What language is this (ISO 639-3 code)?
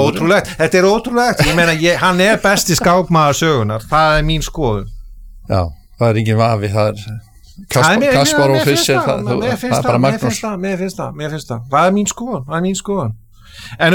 isl